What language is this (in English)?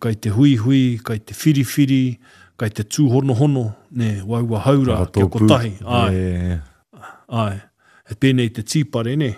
Māori